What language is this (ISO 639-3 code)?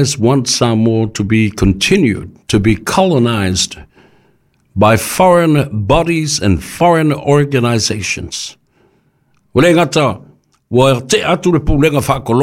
smo